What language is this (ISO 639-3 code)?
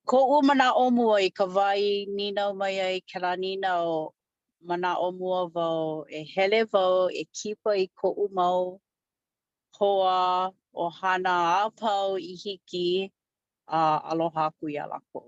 haw